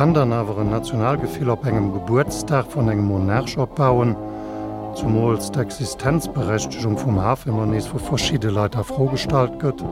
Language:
Luxembourgish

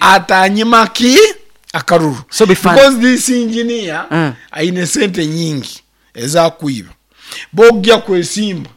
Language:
Nyankole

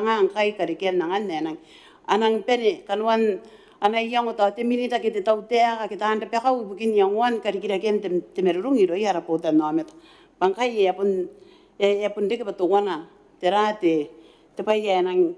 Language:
Gilbertese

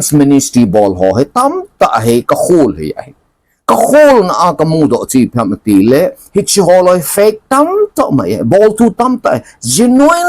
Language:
Thado Chin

